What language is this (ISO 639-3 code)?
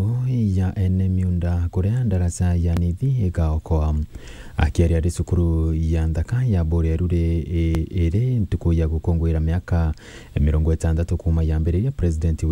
mer